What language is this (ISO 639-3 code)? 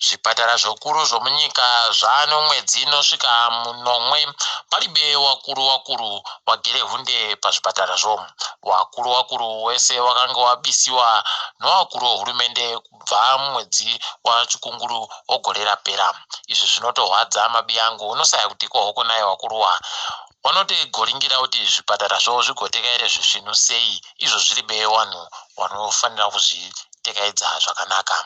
ndc